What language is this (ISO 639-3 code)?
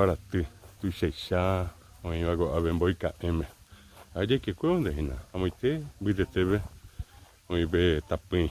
grn